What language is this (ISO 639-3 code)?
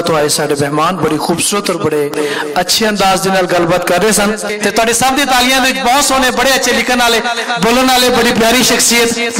lah